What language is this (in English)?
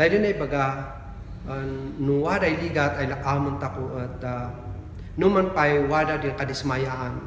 Kankanaey